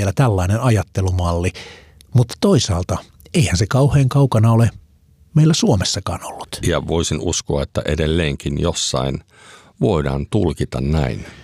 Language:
Finnish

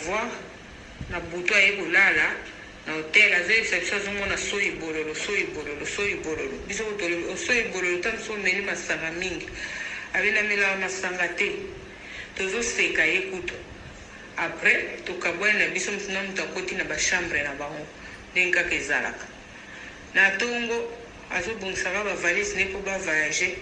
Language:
Lingala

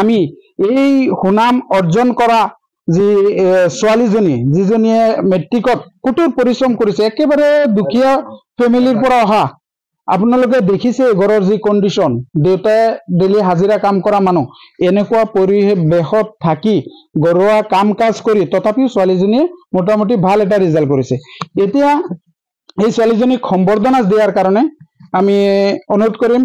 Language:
Assamese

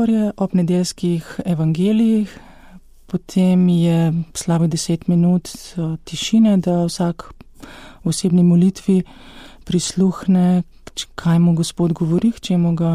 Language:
Slovenian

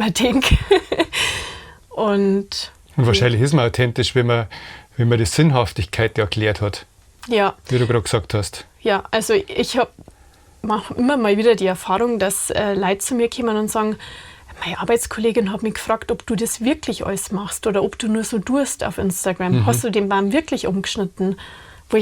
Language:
Bavarian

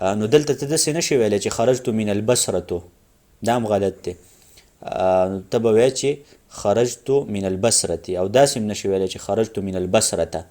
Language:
Pashto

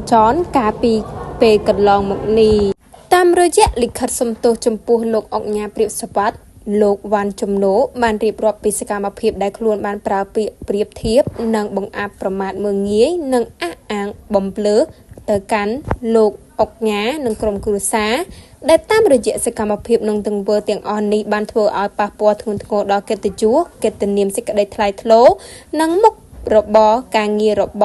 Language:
Khmer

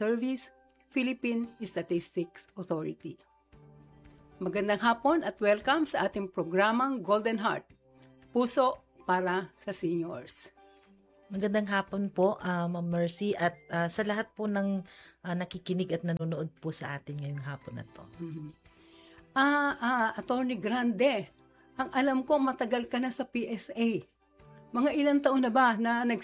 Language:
Filipino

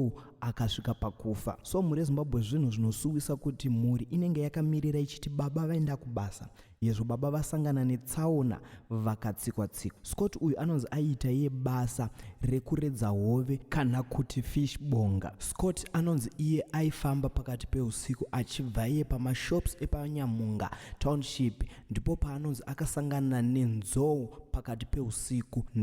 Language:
Shona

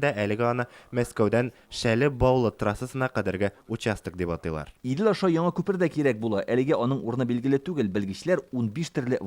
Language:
Tatar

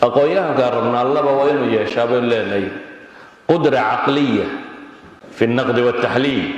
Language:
Somali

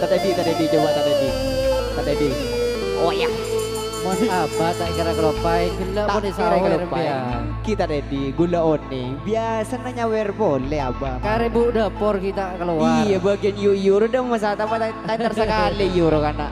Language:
Madurese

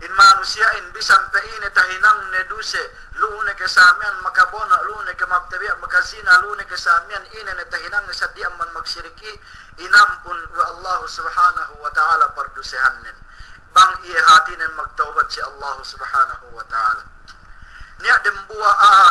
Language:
Yakan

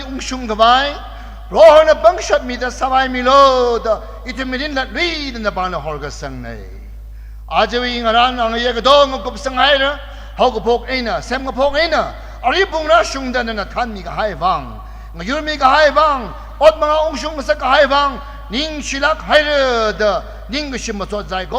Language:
Tangkhul Naga (India)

